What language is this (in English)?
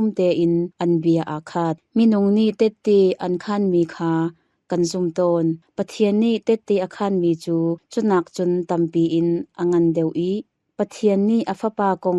Hakha Chin